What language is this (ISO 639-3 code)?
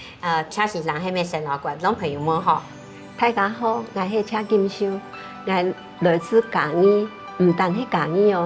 hak